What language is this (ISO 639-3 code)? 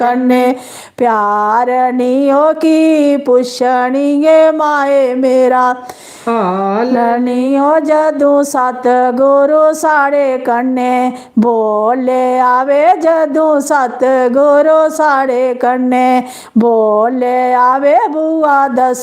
doi